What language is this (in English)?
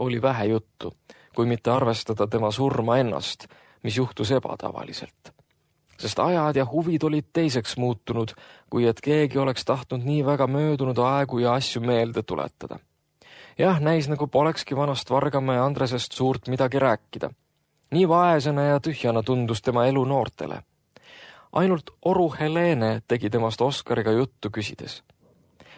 Estonian